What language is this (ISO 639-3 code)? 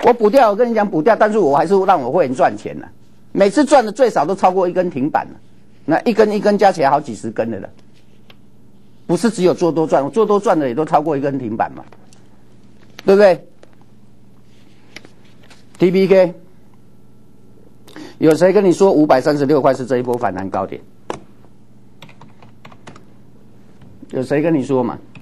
zho